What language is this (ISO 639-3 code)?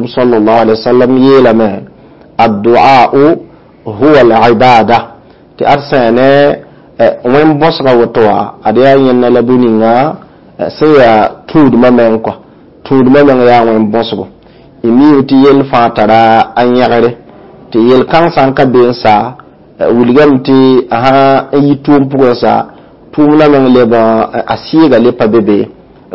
mos